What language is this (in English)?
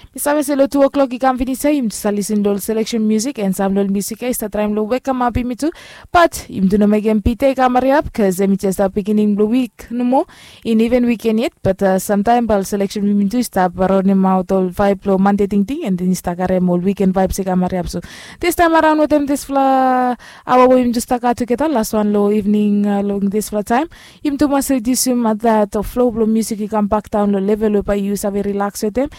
Bislama